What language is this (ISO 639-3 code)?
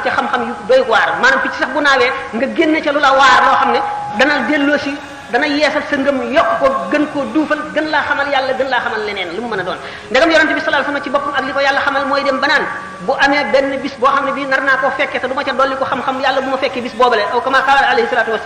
wol